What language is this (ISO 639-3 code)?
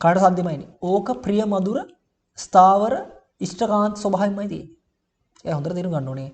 sin